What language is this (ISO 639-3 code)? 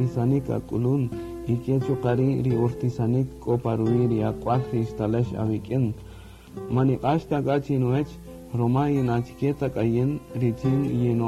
cak